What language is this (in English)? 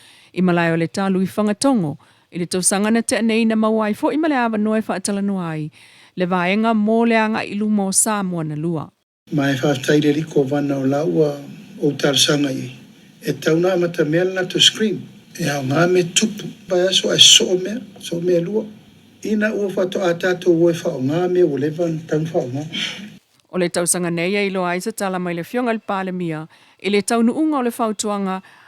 Samoan